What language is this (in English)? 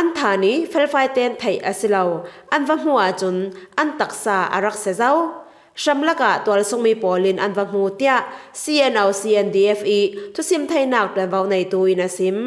Falam Chin